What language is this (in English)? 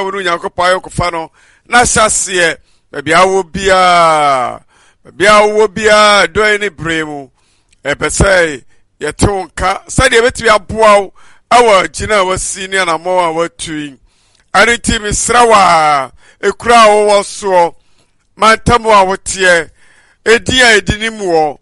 Akan